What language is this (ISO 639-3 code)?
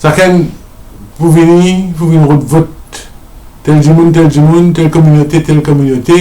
mfe